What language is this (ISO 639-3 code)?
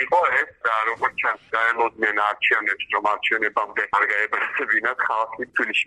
kat